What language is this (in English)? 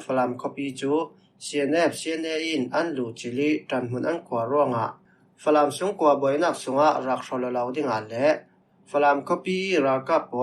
Falam Chin